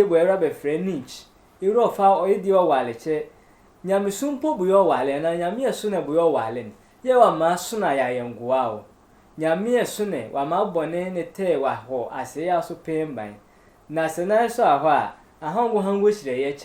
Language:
Sehwi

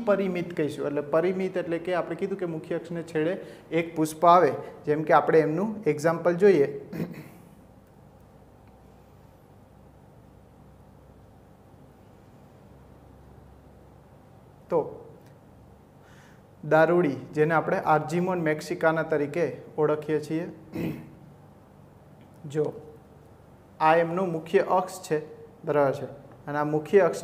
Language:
Gujarati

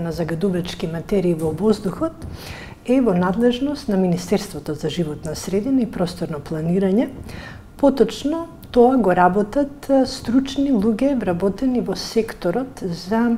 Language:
Macedonian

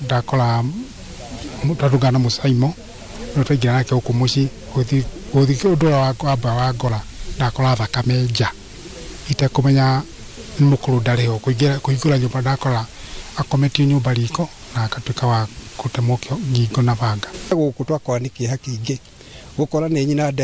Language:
Kikuyu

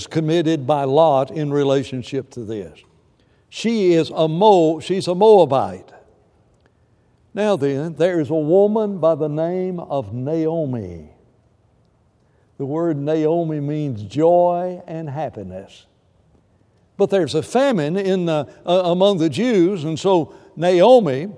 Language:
English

